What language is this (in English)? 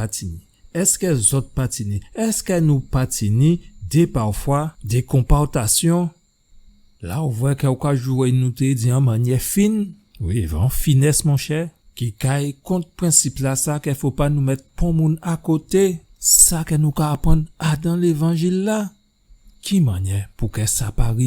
Guadeloupean Creole French